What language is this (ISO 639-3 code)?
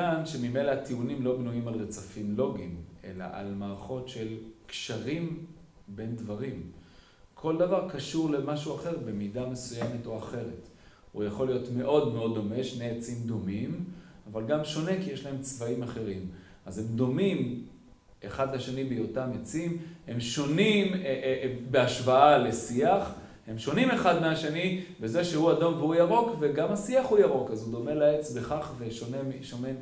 heb